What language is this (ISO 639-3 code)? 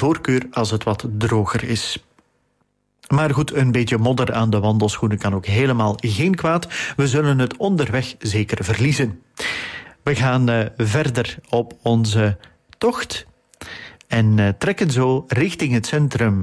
nld